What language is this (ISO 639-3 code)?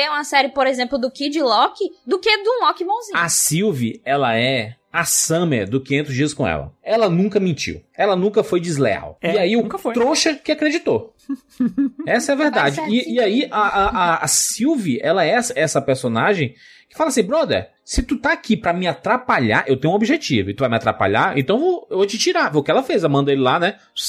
por